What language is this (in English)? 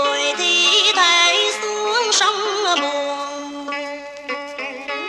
Vietnamese